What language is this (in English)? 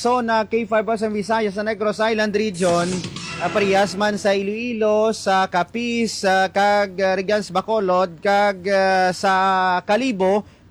Hiligaynon